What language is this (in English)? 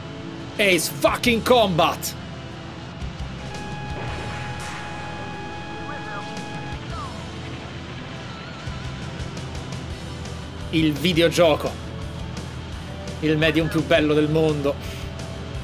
Italian